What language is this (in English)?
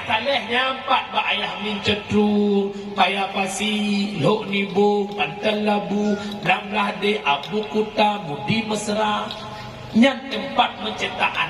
Achinese